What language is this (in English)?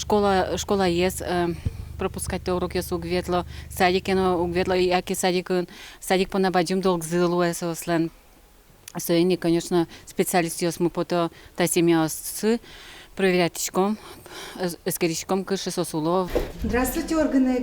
Udmurt